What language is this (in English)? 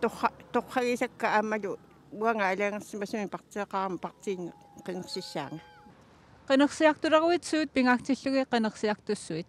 Kalaallisut